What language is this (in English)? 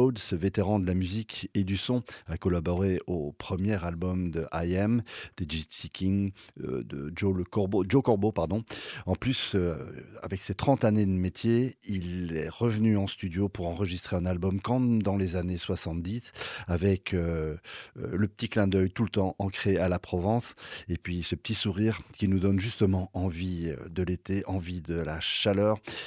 French